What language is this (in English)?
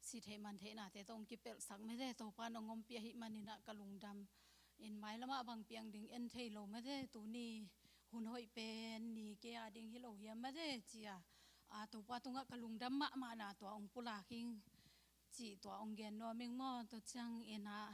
Tedim Chin